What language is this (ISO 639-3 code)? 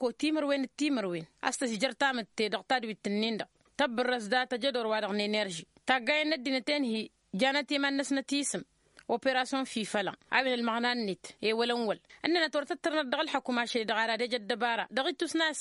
taq